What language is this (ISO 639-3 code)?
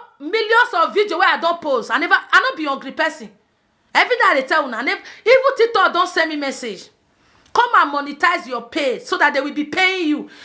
pcm